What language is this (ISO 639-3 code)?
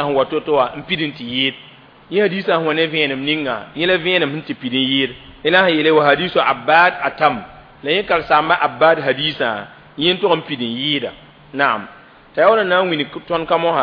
mos